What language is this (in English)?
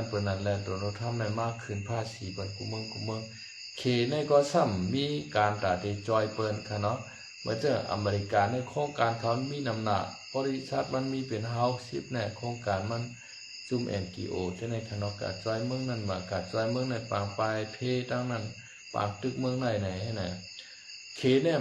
Shan